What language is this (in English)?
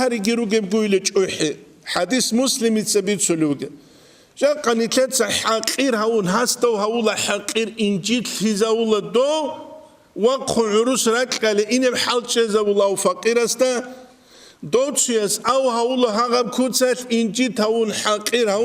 Avaric